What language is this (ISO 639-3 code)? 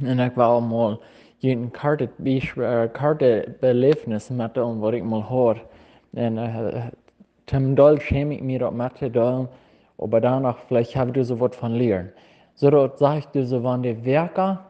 pdt